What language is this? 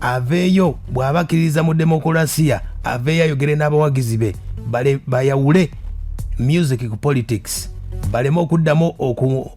Ganda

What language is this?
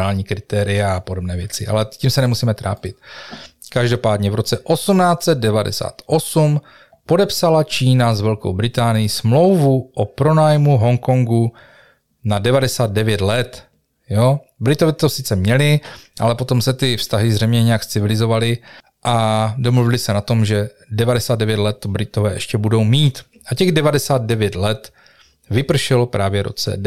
Czech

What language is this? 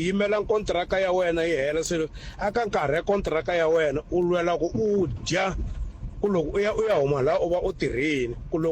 Tsonga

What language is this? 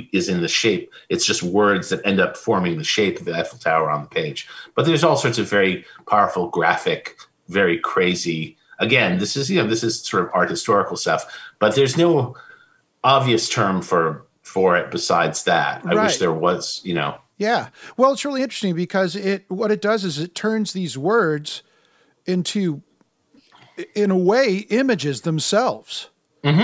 English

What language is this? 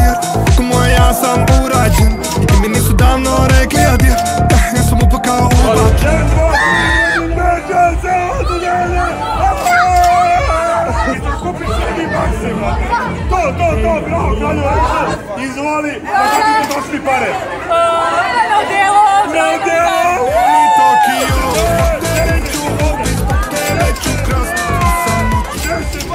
Serbian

